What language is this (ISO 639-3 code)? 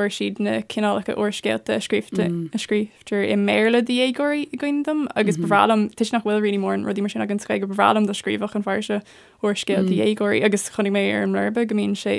gle